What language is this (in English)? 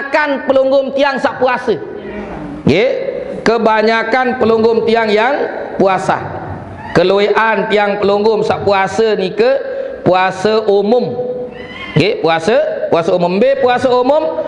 Sasak